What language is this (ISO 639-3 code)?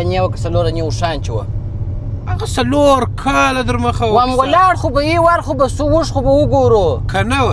pus